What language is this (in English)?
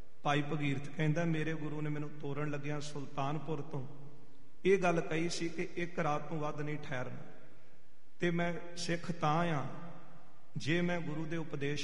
Punjabi